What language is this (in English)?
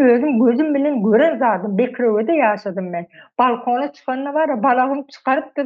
Turkmen